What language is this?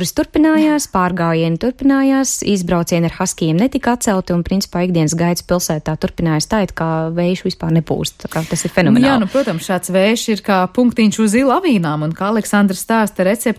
Latvian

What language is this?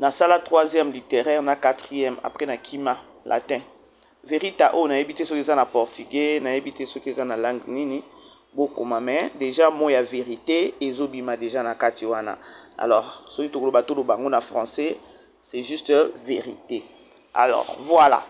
Lingala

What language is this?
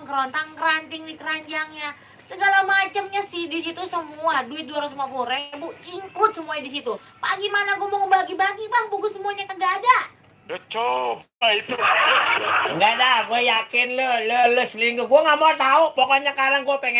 Betawi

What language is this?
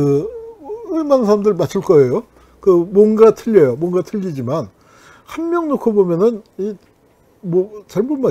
Korean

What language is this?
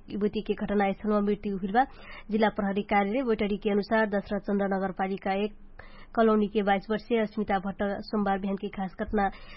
Dangaura Tharu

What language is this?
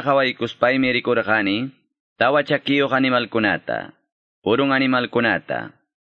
Ayacucho Quechua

